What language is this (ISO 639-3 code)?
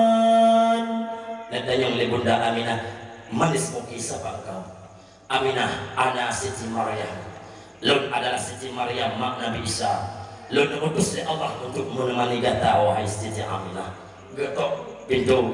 ace